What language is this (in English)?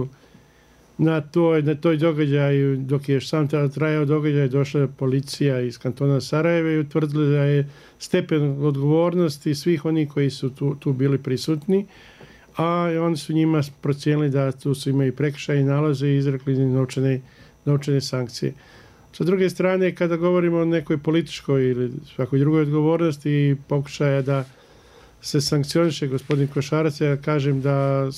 Bosnian